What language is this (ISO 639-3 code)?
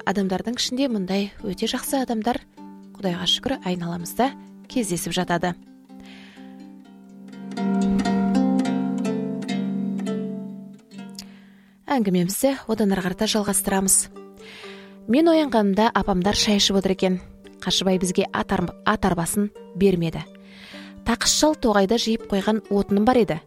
kaz